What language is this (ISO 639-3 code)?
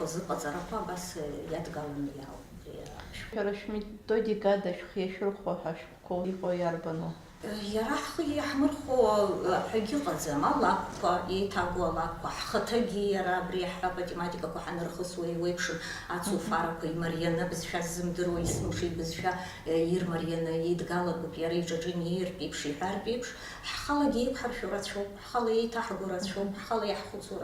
abk